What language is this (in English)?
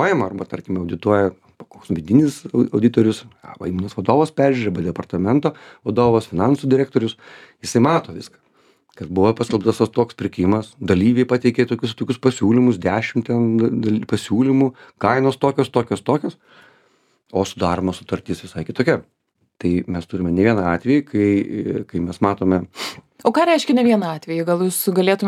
Lithuanian